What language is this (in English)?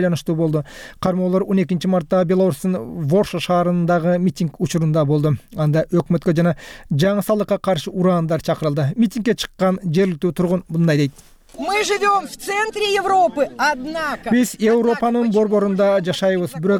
Kyrgyz